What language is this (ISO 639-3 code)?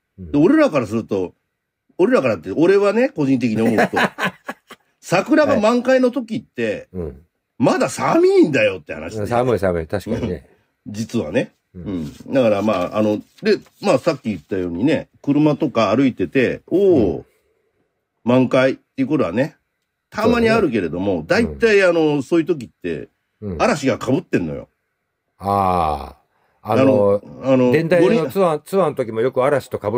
jpn